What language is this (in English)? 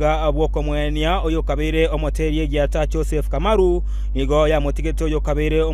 Gusii